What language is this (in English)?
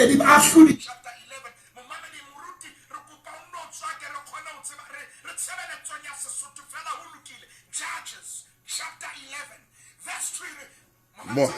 Southern Sotho